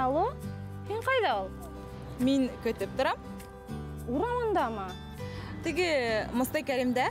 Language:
Bashkir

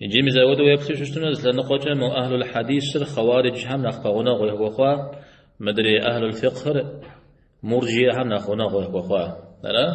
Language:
Kabardian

